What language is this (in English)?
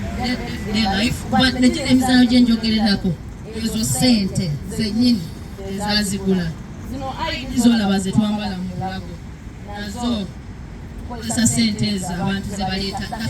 Soga